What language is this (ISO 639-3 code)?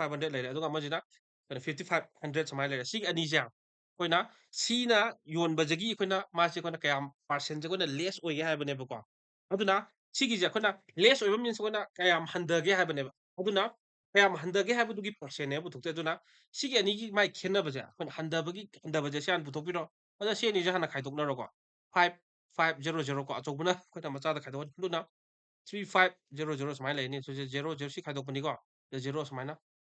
mni